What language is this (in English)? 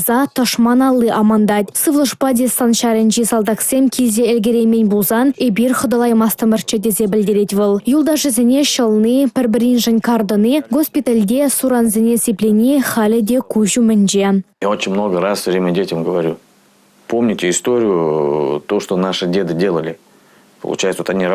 Chuvash